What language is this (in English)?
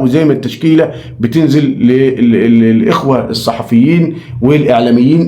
Egyptian Arabic